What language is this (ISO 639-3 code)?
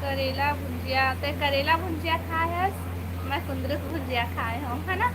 hne